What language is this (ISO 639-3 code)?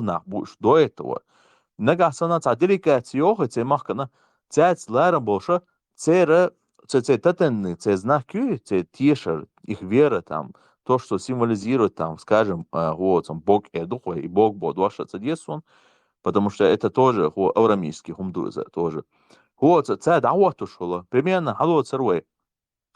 che